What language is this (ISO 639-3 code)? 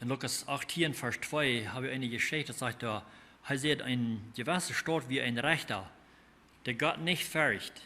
pdt